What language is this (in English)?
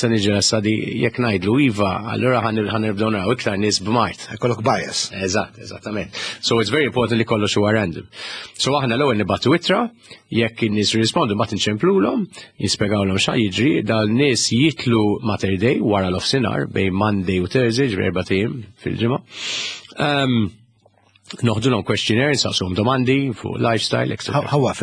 Maltese